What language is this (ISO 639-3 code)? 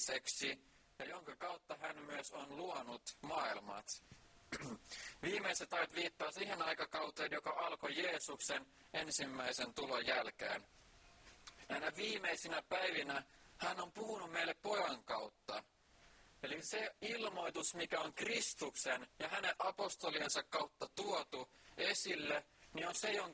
fin